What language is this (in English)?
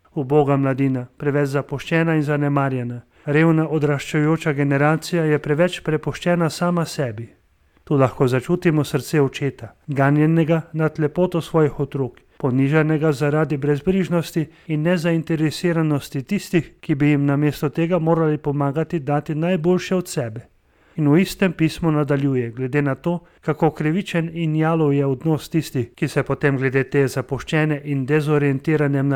Slovenian